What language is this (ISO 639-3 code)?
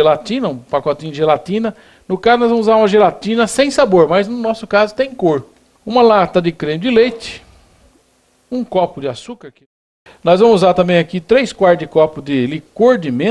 por